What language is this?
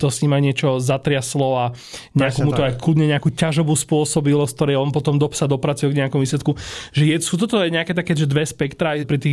Slovak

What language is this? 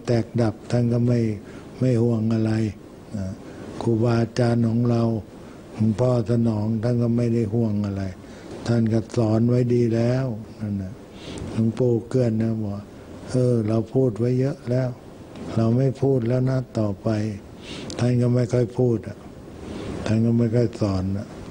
Thai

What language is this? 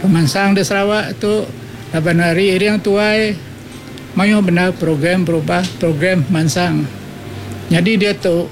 Iban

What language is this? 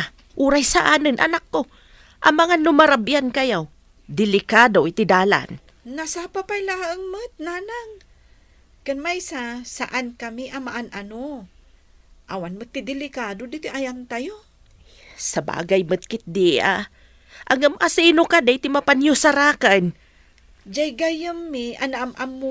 Iloko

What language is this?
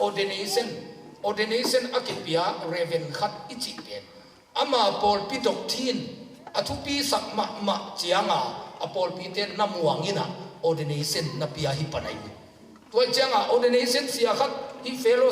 Tedim Chin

